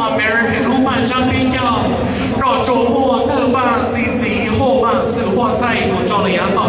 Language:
Hmong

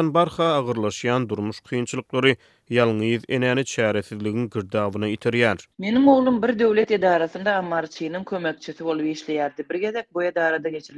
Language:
Turkmen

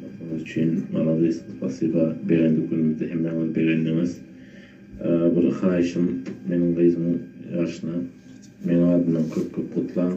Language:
Turkmen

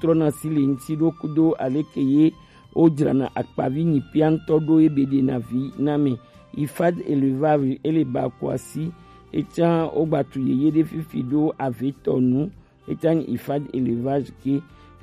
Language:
Gen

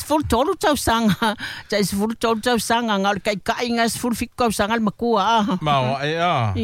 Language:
Samoan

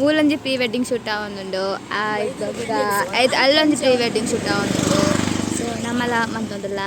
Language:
Tulu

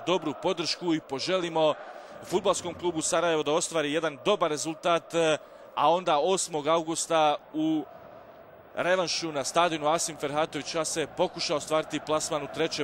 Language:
Bosnian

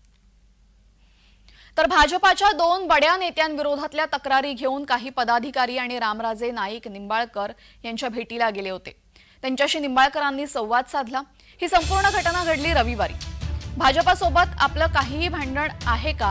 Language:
Marathi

